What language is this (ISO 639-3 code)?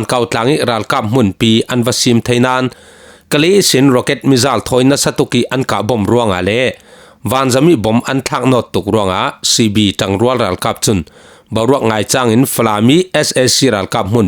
cfm